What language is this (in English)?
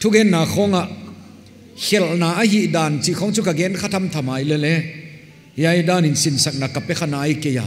Paite Chin